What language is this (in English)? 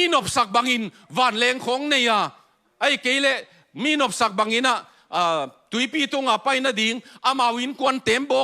Tedim Chin